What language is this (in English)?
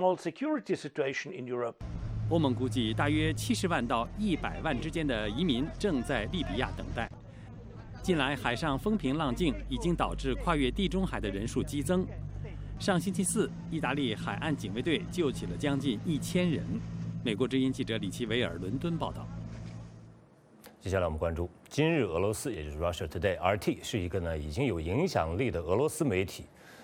Chinese